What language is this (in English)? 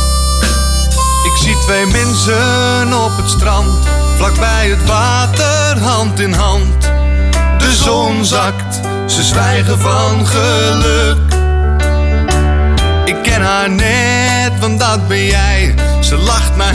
Dutch